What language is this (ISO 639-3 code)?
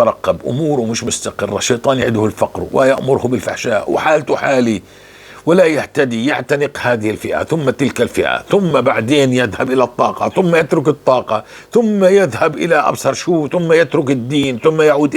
apc